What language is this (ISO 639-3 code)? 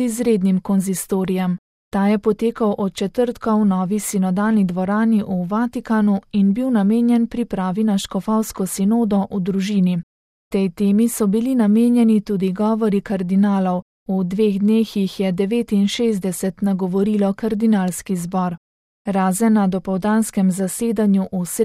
slv